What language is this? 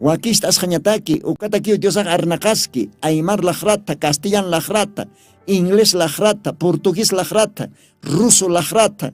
Aymara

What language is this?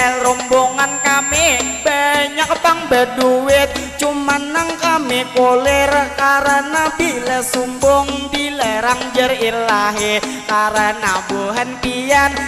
Banjar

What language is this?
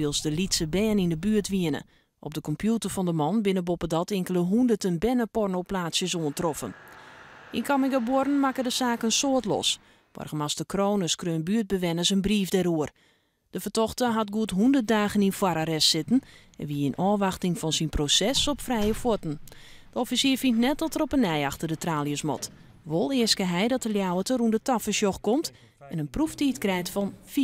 Western Frisian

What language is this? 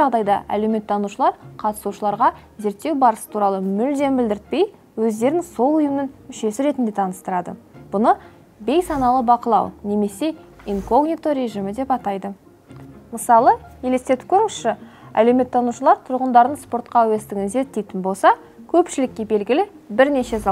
Kazakh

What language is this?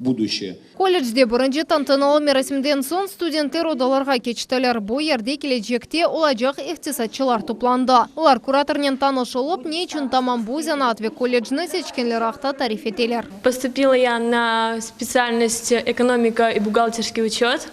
Crimean Tatar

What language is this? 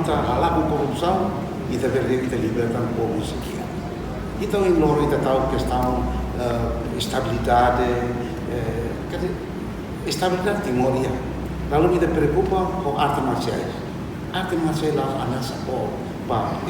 Tetum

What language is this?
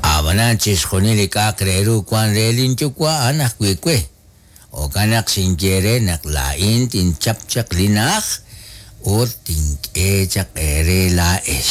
Kekchí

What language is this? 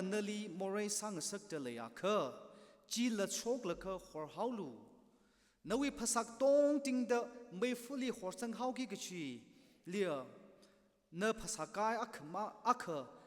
Tangkhul Naga (India)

